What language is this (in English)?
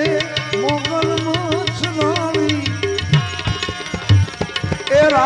Gujarati